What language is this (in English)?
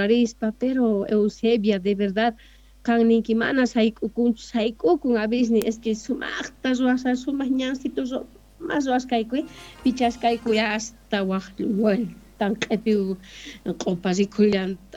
South Bolivian Quechua